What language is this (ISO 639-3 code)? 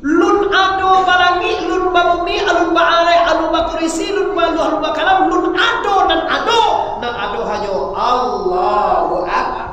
min